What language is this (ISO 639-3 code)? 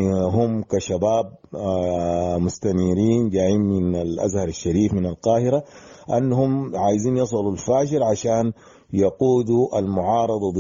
apd